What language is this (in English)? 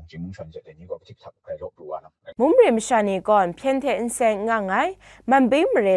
Kachin